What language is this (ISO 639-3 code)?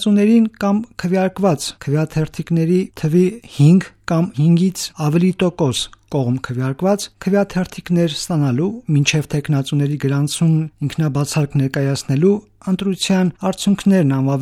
hye